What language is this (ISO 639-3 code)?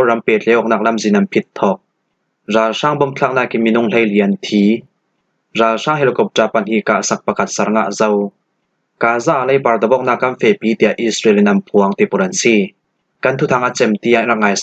cfm